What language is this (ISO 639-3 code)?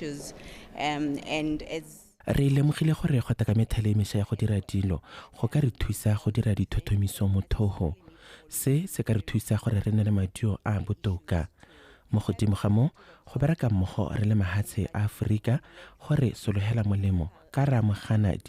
tsn